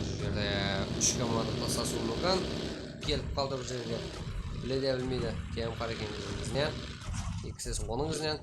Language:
Kara-Kalpak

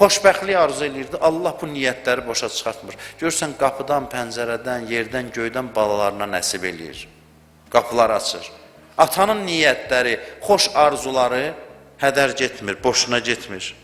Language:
Azerbaijani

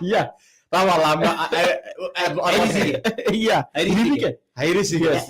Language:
Masai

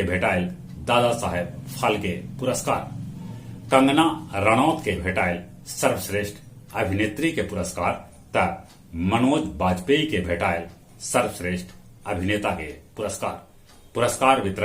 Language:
Magahi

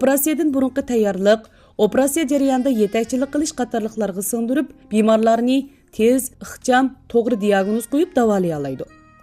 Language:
Uyghur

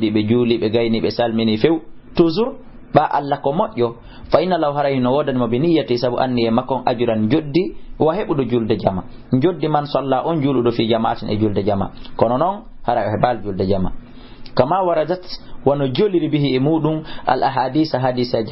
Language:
Fula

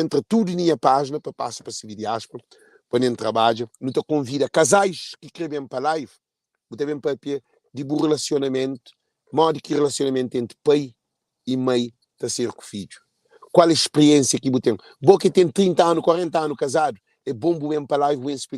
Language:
Kabuverdianu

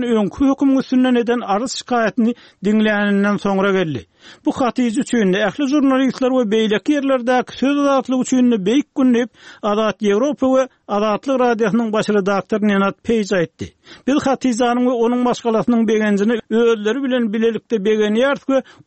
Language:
Turkmen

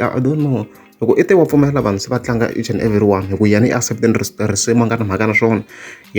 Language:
Tsonga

